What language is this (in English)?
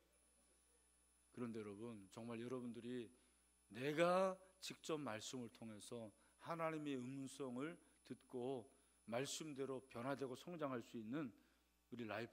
Korean